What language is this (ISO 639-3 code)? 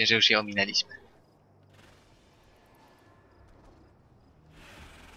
pol